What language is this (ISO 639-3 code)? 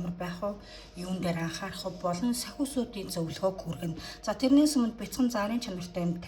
mon